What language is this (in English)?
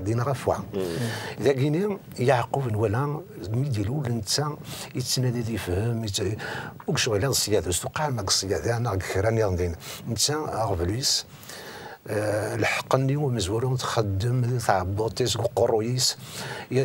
Kabyle